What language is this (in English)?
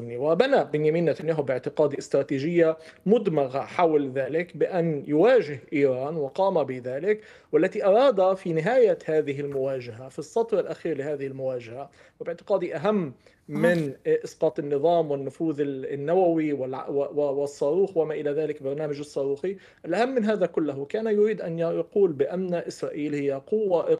Arabic